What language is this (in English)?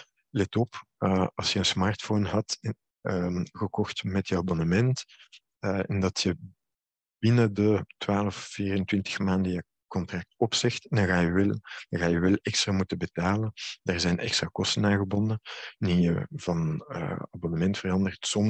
Dutch